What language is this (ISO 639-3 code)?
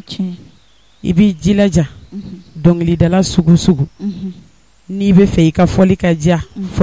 bam